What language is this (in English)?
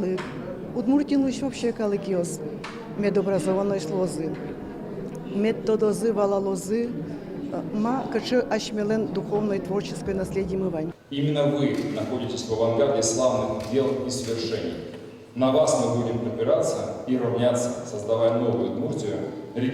Udmurt